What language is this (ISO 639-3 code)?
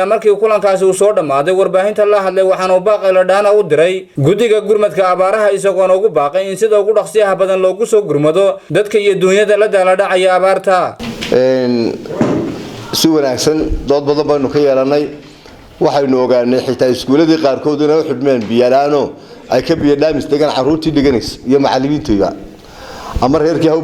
som